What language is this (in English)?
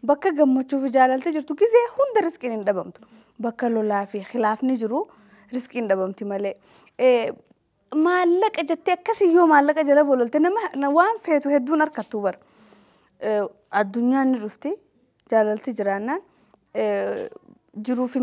Oromo